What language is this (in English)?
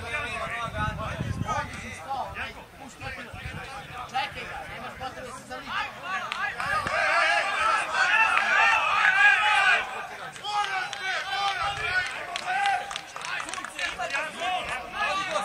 Serbian